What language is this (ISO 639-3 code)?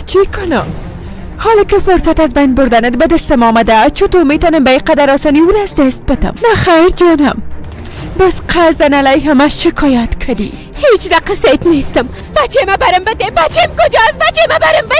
fas